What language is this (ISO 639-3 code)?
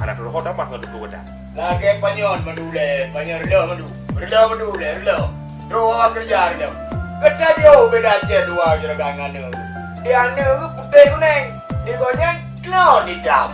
ace